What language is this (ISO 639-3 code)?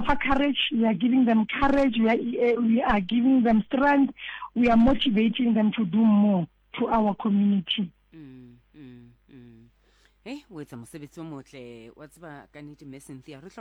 sot